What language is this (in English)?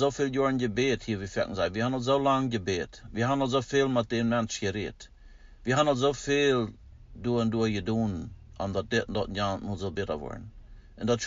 Plautdietsch